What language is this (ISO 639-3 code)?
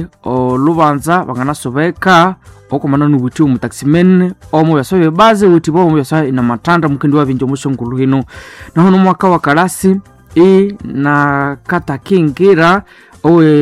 nnb